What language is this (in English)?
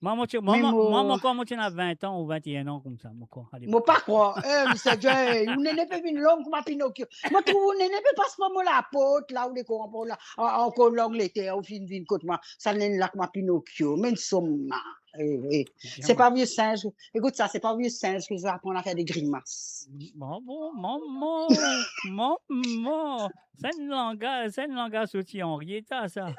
Morisyen